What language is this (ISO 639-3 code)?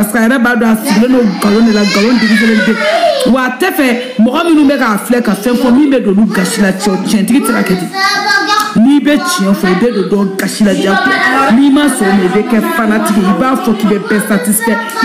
bam